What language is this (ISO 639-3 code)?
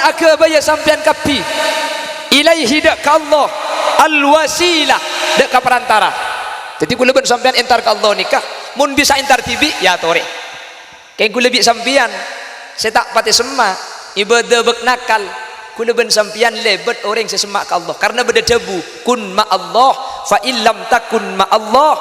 mad